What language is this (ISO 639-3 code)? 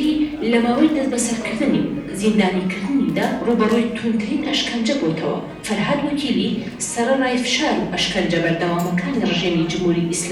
ckb